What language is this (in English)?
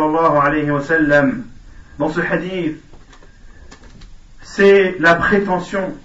French